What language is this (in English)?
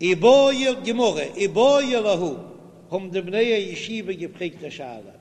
Yiddish